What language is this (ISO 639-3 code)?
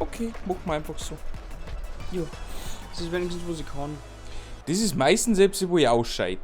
bar